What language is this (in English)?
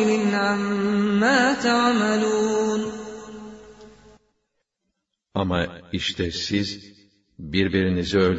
Turkish